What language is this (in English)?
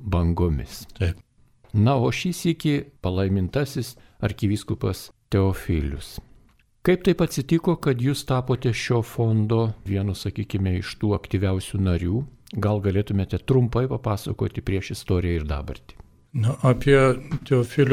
Lithuanian